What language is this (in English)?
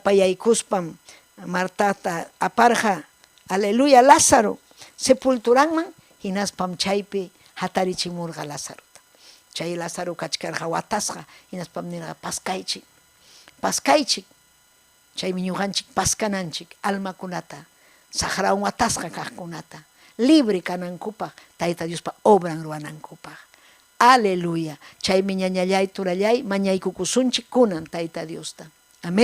Ayacucho Quechua